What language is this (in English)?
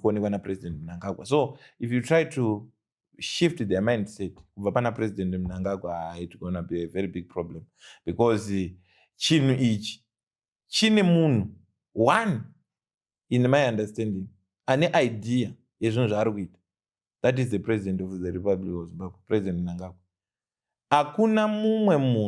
Shona